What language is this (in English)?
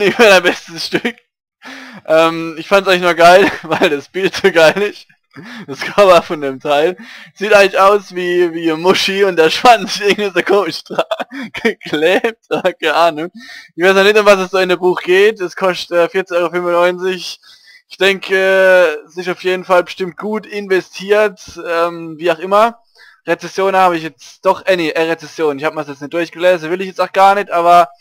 Palatine German